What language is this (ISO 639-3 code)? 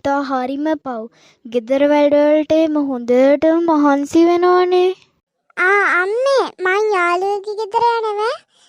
sin